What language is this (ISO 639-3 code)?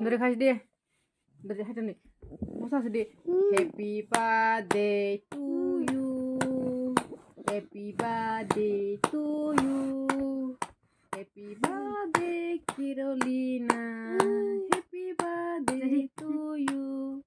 trp